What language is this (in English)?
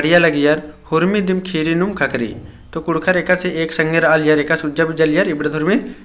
Kurukh